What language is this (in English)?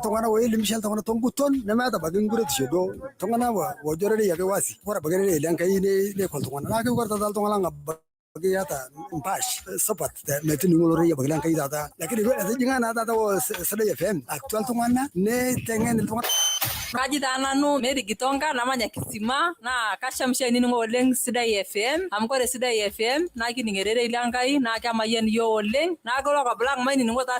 Masai